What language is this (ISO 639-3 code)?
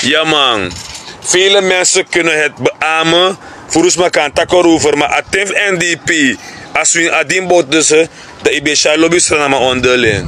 srn